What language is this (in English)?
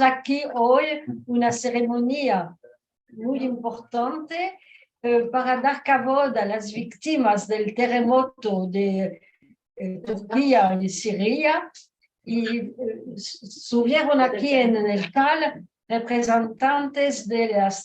Ladino